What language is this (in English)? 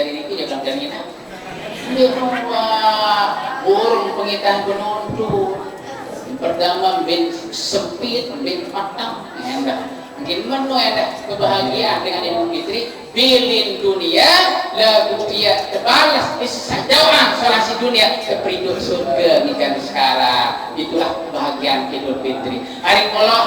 Sasak